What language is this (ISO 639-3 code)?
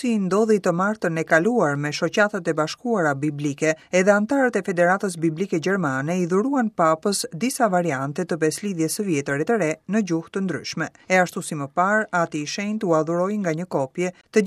sqi